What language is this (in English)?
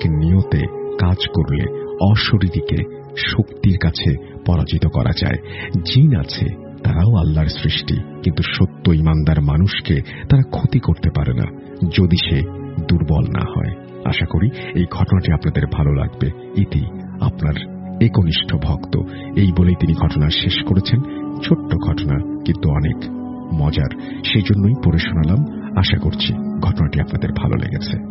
Bangla